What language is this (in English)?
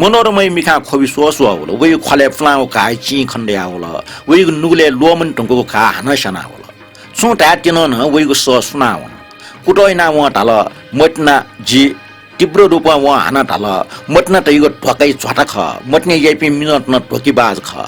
Newari